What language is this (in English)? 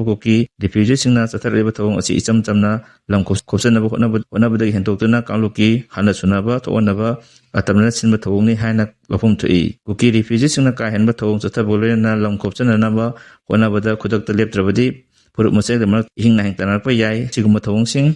Manipuri